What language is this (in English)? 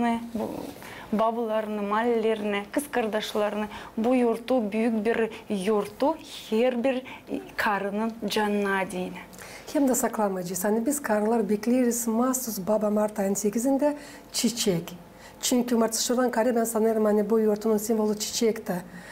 Gagauz